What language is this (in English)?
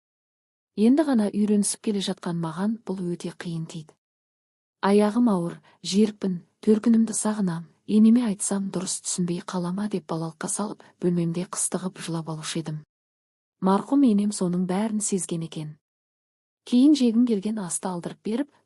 Kazakh